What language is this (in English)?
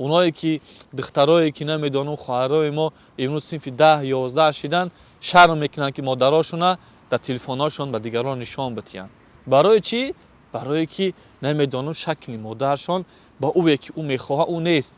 Tajik